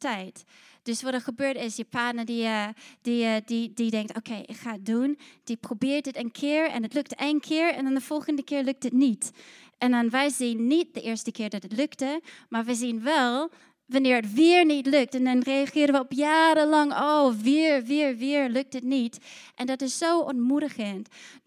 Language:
Dutch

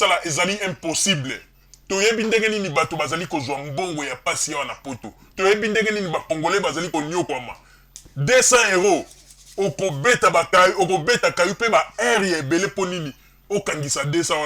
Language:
Lingala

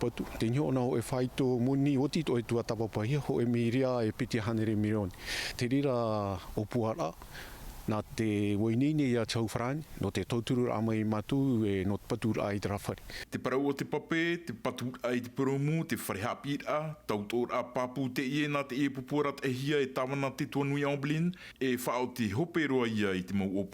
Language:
Tahitian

